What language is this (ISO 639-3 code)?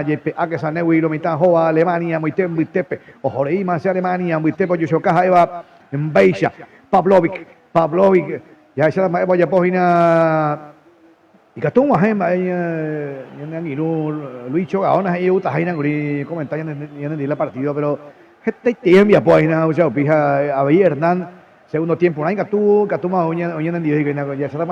grn